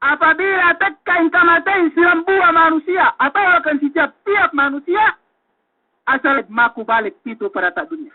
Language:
Yakan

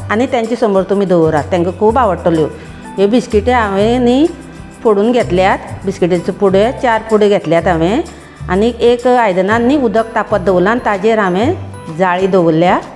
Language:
Konkani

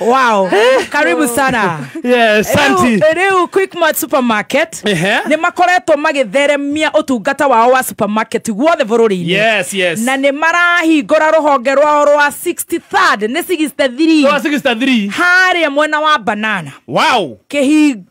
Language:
Kikuyu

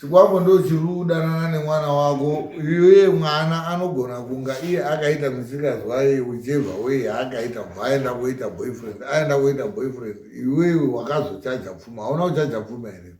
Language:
Shona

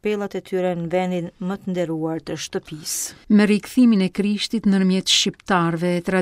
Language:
Albanian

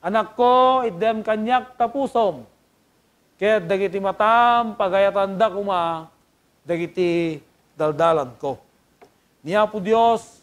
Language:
Iloko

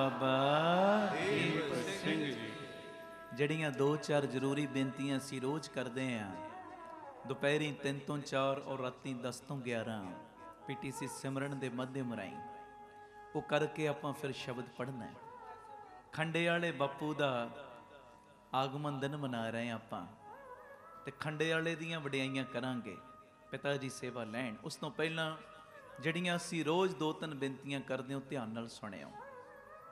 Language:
Punjabi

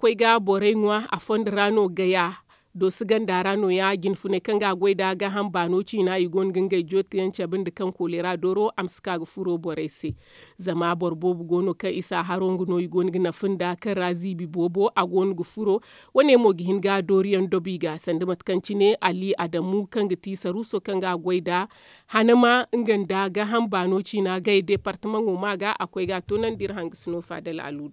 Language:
Zarma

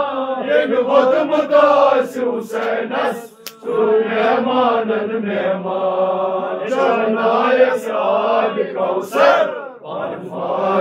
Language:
Kashmiri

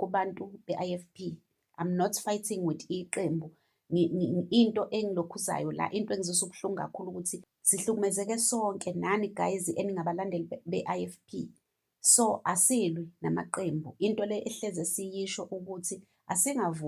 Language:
Zulu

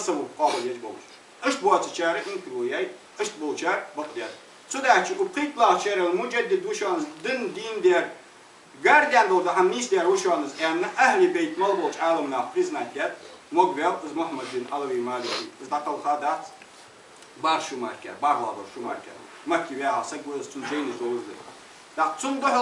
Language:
Ingush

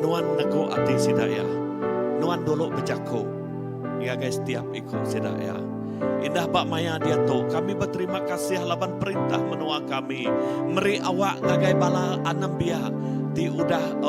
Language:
Iban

